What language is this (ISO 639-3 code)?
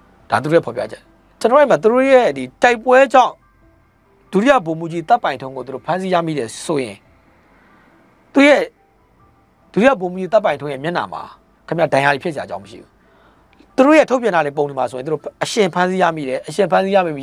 mya